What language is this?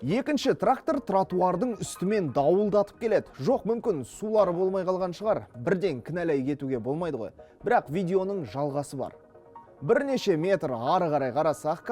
Kazakh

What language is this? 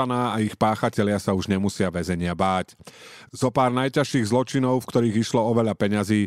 Slovak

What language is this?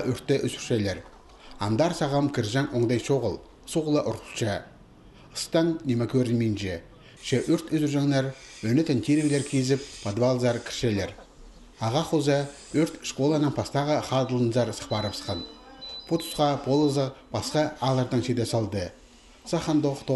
Khakas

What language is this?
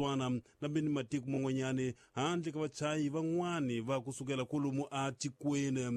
Tsonga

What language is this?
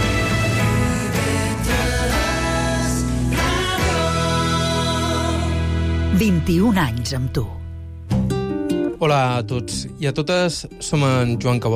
Catalan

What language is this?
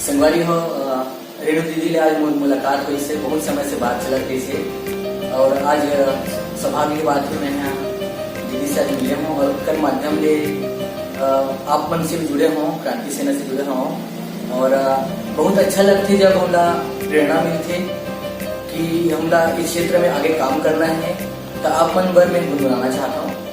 Chhattisgarhi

